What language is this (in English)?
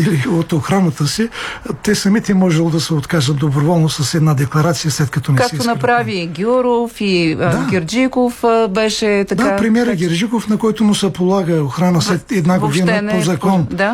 Bulgarian